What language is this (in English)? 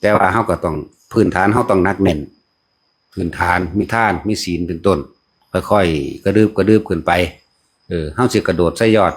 Northeastern Thai